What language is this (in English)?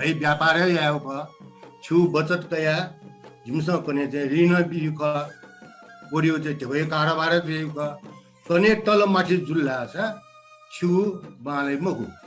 Newari